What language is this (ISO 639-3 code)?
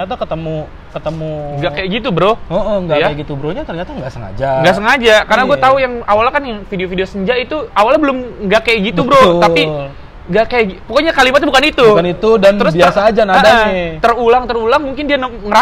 ind